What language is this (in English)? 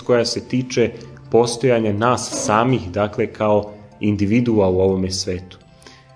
Serbian